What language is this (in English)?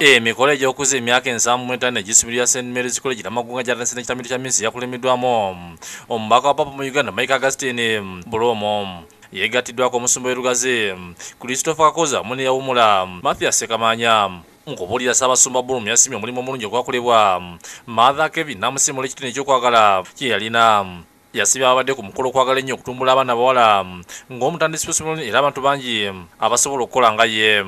Ganda